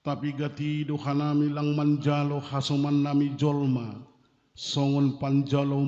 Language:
Batak Simalungun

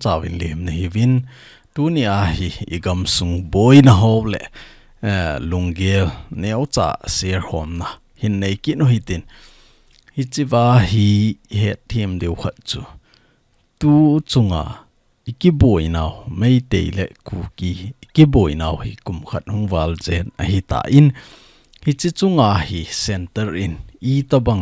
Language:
Thado Chin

